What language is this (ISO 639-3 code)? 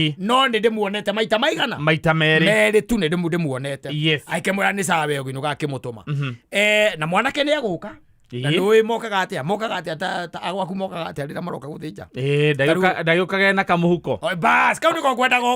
kik